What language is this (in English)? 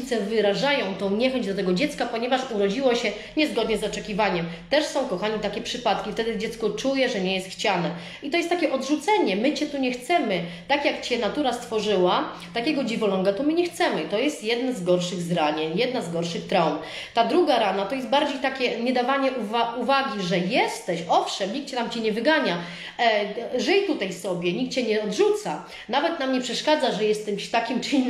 Polish